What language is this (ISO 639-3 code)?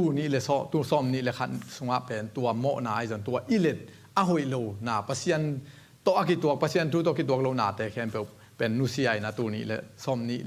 ctd